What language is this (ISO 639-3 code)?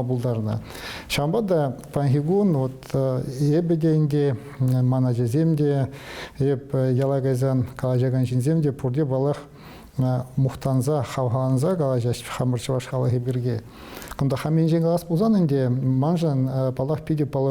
chv